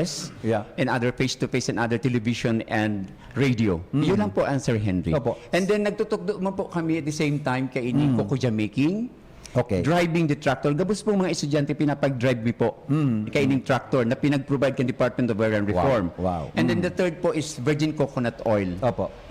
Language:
Bikol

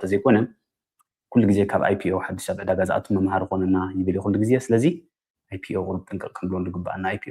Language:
Tigrinya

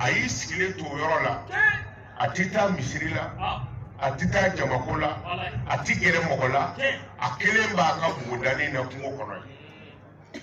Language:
Bambara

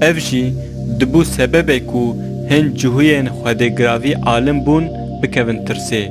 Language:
Kurdish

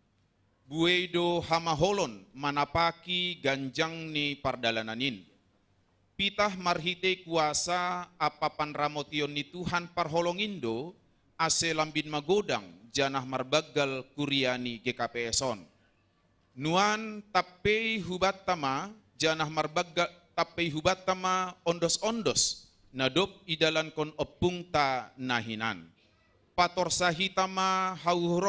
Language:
Batak Simalungun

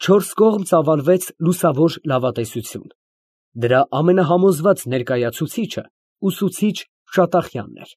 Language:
Armenian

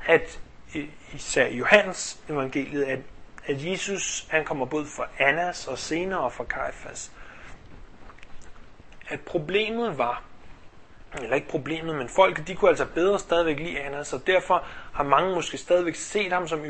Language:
Danish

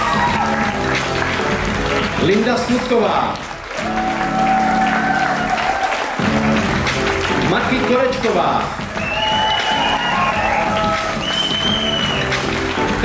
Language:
Czech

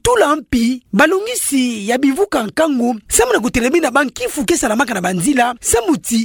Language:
Kituba (Democratic Republic of Congo)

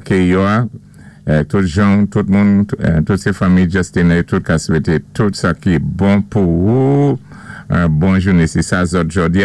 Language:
Saint Lucian Creole French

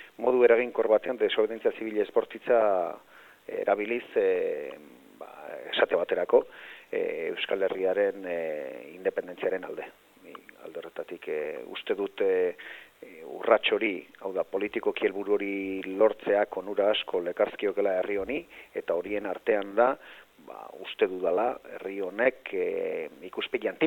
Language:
Basque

